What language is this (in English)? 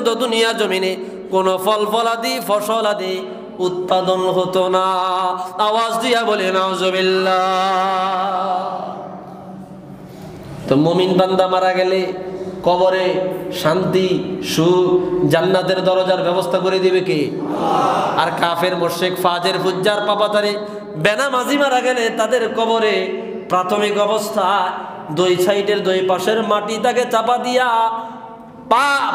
Bangla